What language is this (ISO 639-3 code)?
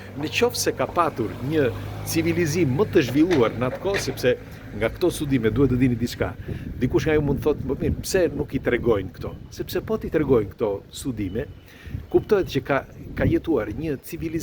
sqi